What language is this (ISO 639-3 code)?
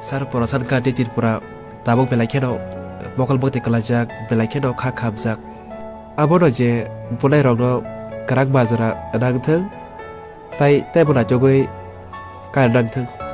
trp